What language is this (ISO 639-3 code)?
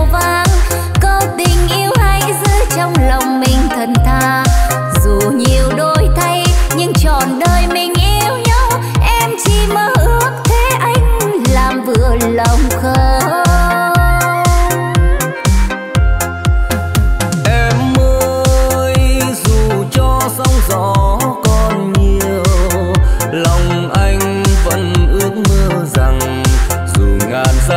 vie